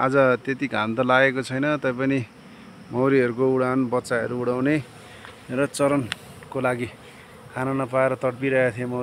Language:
Nepali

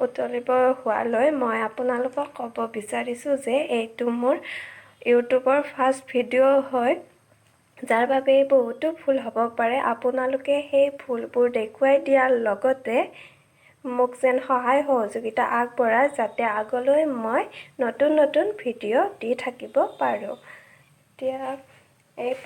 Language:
Assamese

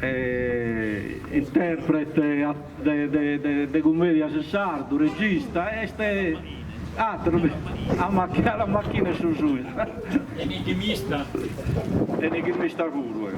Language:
Sardinian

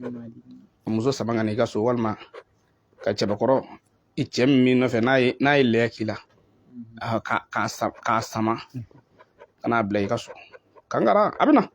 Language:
Bambara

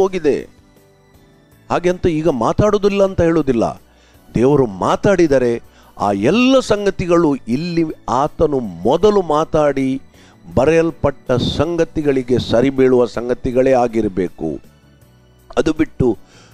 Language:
Kannada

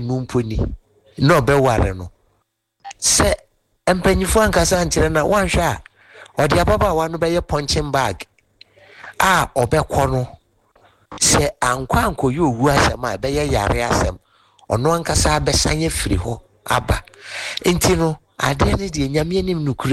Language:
Akan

